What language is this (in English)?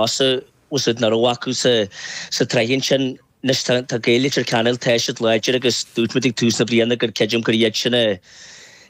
Irish